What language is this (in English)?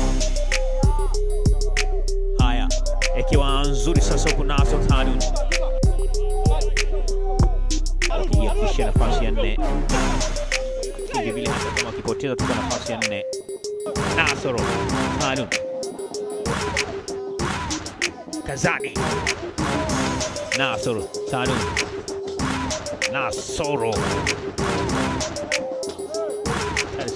Swahili